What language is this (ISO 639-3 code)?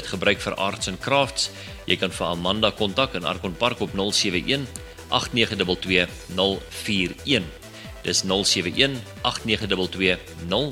afr